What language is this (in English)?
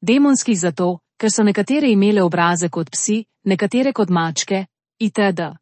Slovenian